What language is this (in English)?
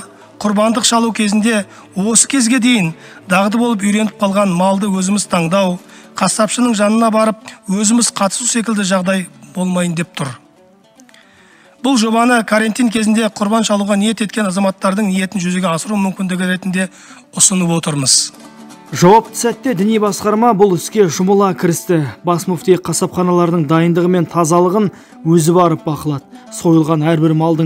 Kazakh